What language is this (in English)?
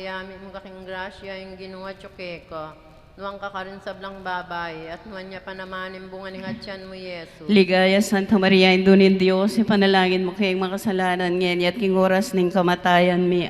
Pampanga